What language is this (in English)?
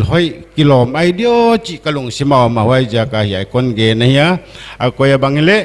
Paite Chin